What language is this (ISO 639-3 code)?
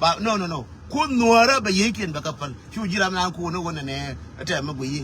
nus